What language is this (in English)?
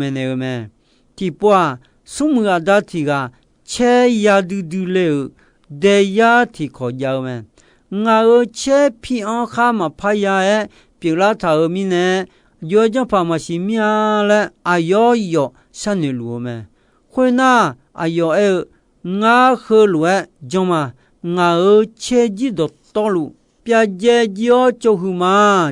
Akha